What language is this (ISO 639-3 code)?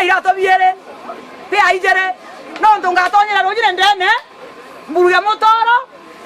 mer